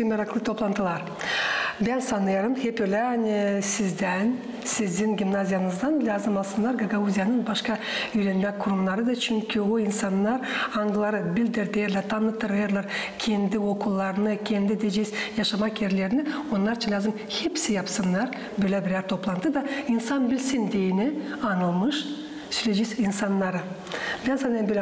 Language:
Gagauz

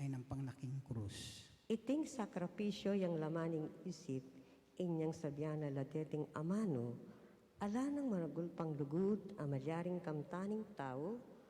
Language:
Pampanga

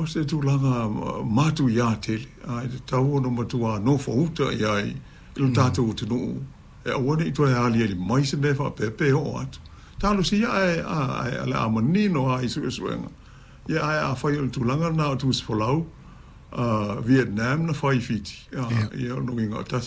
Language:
Samoan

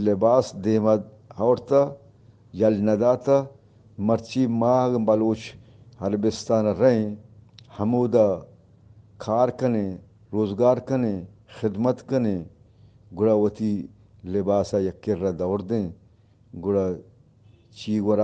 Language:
Eastern Balochi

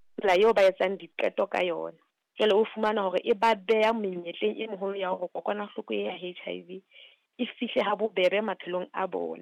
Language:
Southern Sotho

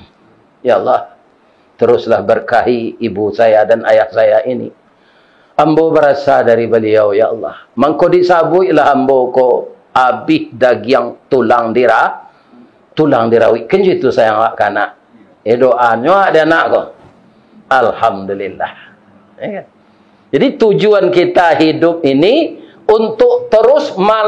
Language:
Minangkabau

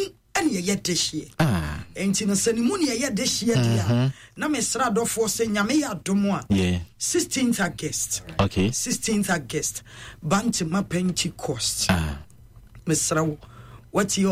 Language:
Akan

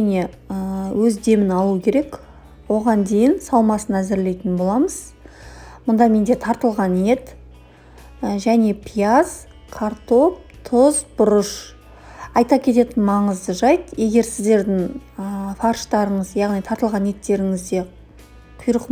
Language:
Kazakh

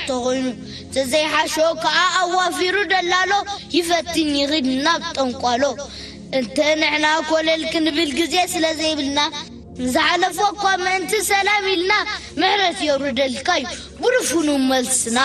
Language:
Tigrinya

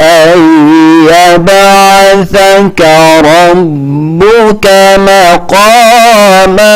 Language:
Fula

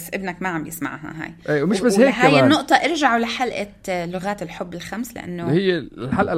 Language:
North Levantine Arabic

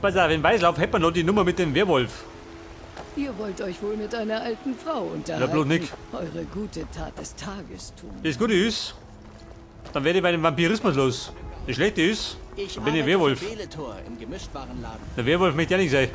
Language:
Bavarian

